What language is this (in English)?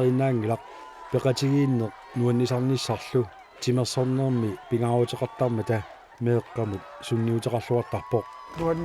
Kalaallisut